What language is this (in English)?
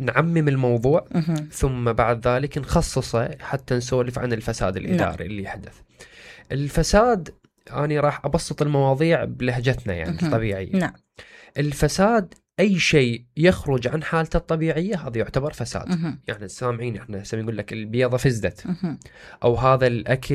Mesopotamian Arabic